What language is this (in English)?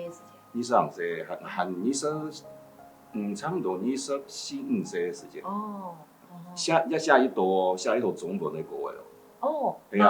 Hakka Chinese